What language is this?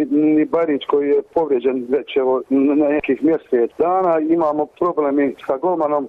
Bosnian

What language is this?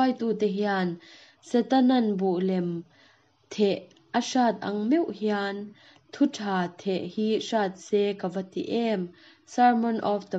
Mizo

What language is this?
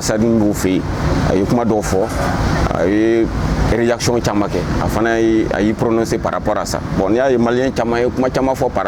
Bambara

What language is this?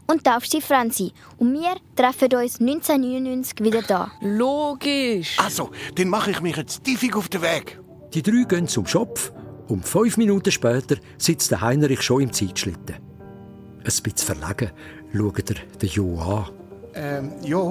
Swiss German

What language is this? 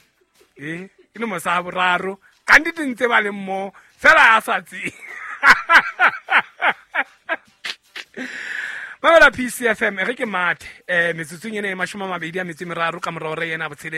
Southern Sotho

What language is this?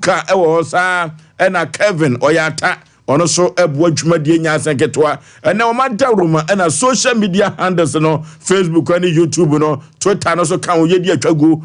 Akan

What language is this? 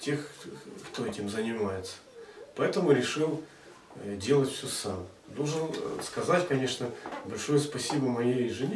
Russian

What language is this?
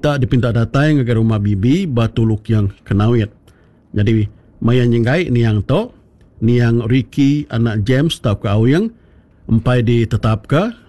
Iban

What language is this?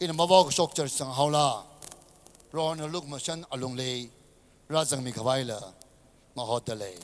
Tangkhul Naga (India)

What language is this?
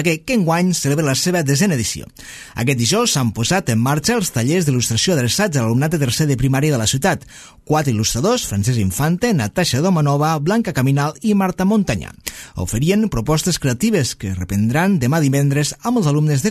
Catalan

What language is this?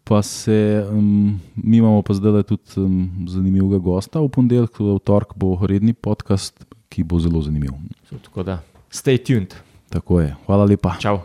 Slovenian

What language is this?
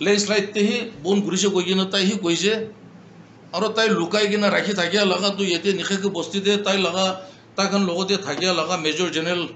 Naga Pidgin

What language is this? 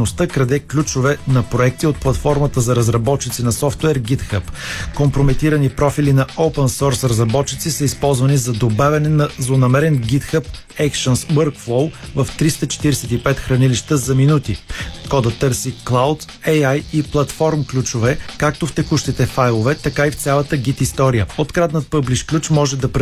Bulgarian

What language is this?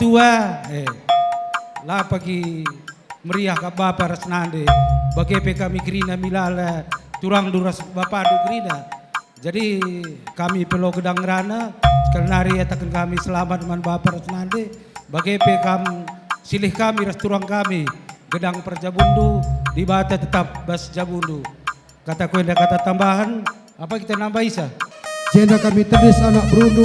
Batak Karo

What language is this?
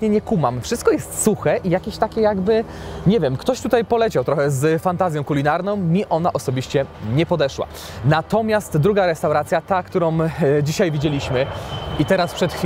Polish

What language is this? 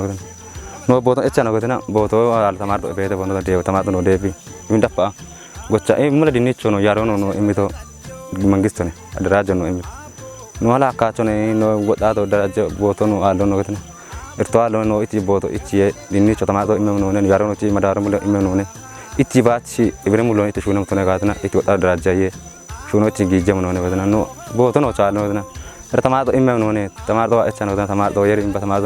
Kafa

